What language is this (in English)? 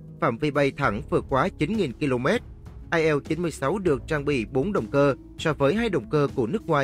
Vietnamese